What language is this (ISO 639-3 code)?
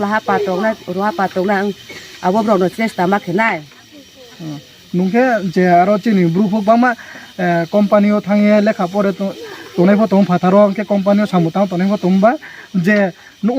ria